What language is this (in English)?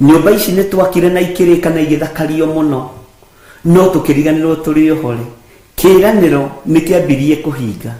Kikuyu